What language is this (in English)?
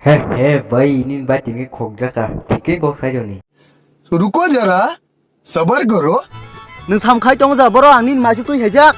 Kok Borok